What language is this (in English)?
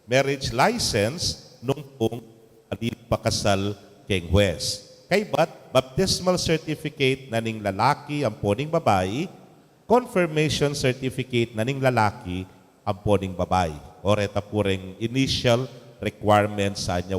Pampanga